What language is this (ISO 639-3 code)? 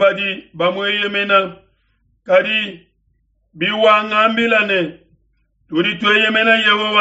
lua